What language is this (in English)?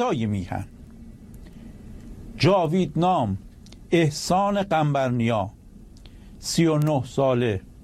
Persian